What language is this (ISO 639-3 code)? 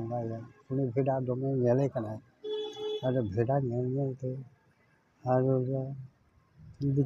sat